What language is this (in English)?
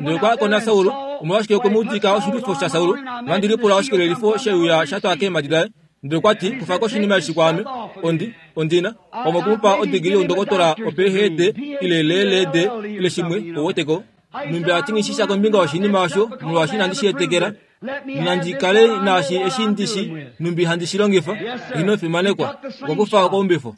Kuanyama